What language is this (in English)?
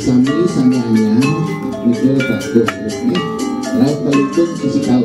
Balinese